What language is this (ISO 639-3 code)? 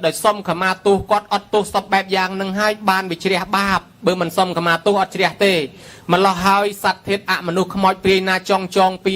khm